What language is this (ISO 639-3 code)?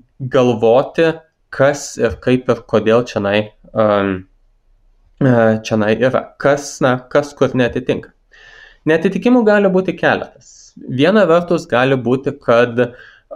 lit